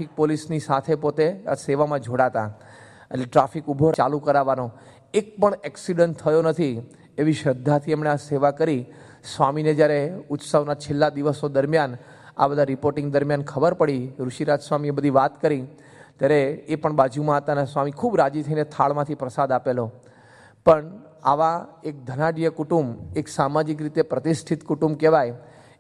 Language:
Gujarati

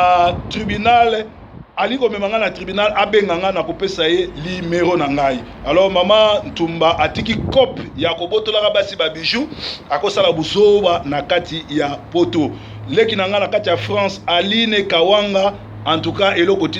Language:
Lingala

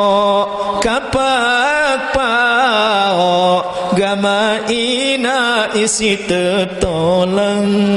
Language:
Sasak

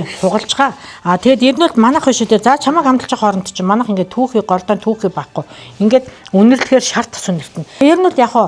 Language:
Mongolian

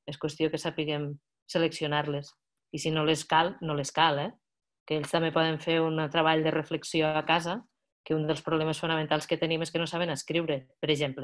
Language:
Catalan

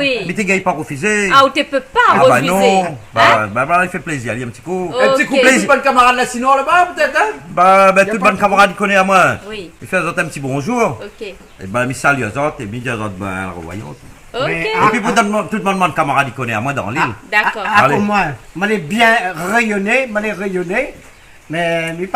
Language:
Réunion Creole French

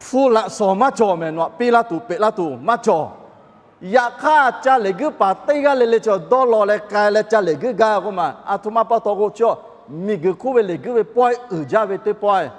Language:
Lahu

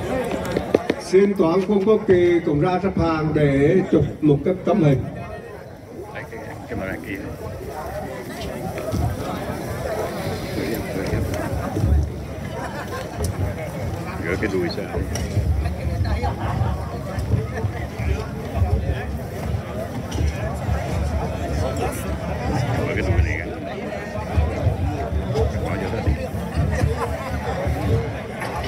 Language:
Vietnamese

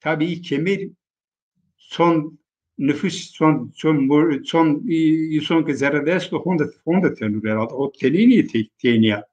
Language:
Zaza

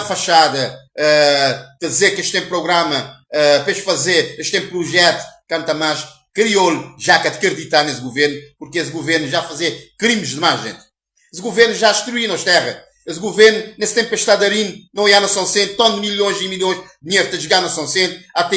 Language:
Kabuverdianu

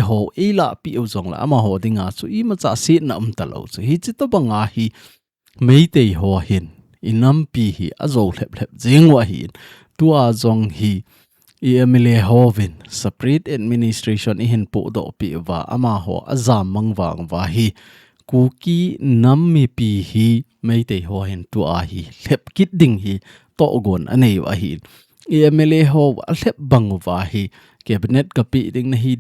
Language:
Thado Chin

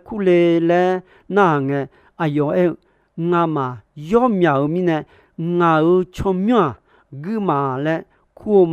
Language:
Akha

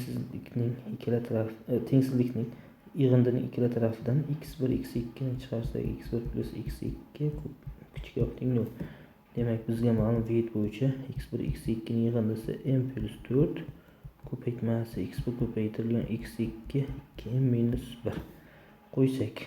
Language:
Uzbek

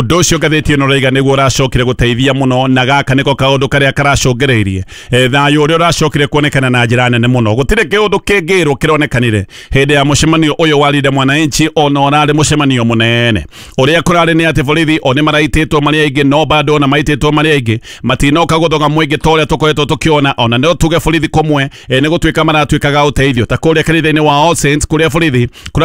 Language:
Kikuyu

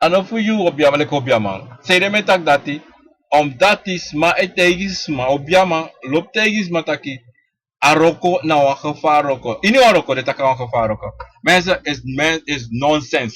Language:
Sranan Tongo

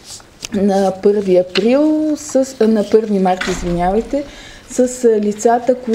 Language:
Bulgarian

